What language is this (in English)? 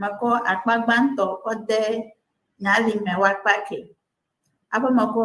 Ewe